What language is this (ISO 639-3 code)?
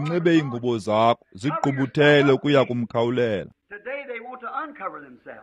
xho